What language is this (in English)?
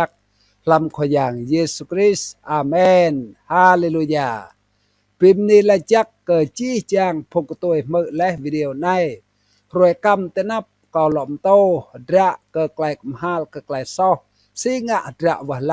Rade